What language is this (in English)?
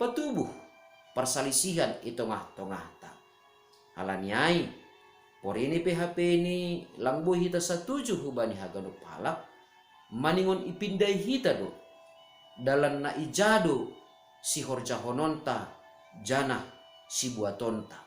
Batak Simalungun